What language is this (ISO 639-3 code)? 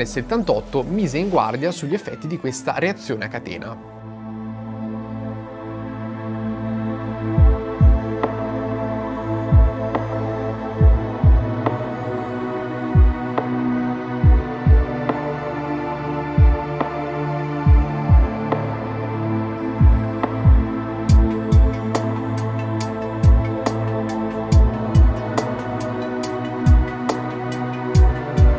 ita